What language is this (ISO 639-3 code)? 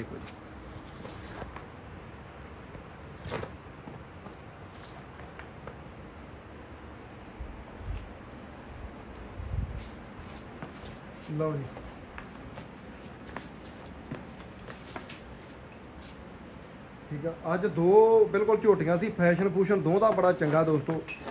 pan